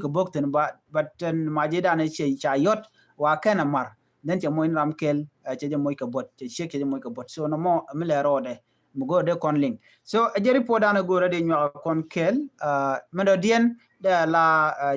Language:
Nuer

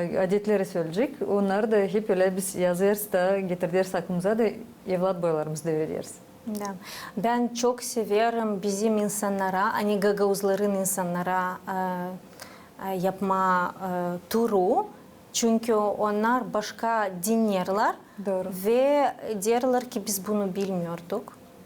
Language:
Gagauz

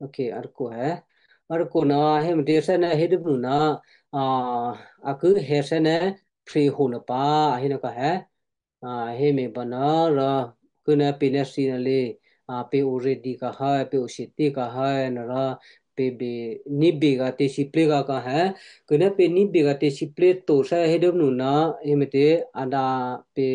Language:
Western Kayah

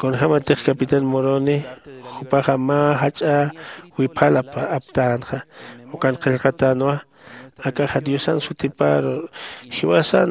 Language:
Aymara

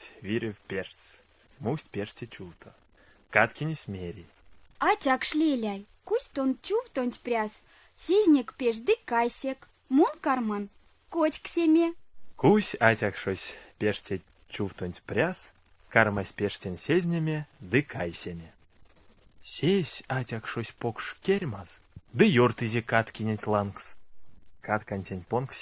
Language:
Erzya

